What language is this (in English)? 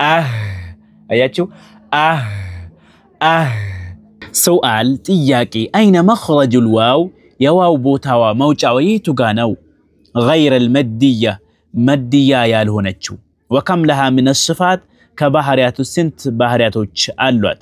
Amharic